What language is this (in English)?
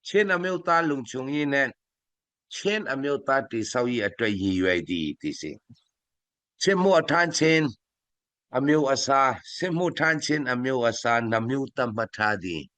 Falam Chin